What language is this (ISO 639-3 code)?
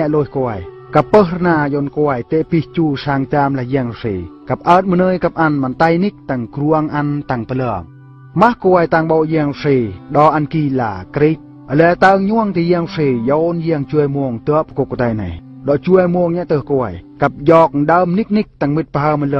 bru